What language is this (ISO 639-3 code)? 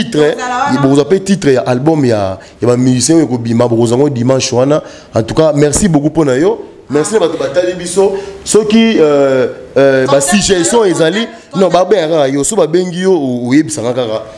lin